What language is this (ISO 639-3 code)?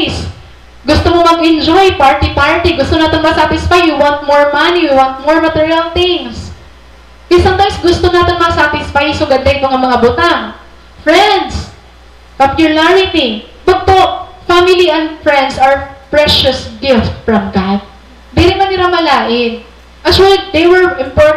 war